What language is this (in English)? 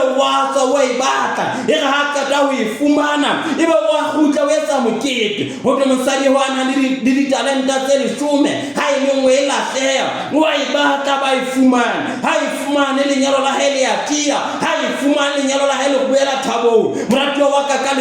Southern Sotho